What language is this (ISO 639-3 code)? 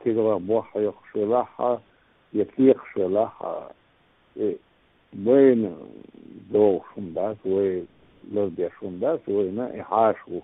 che